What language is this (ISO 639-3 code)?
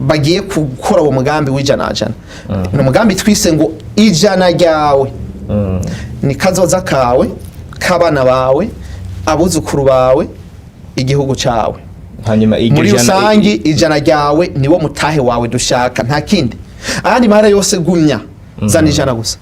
run